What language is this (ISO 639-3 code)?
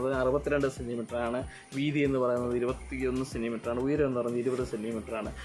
mal